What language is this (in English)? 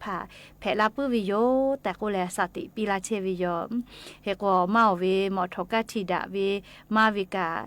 Lahu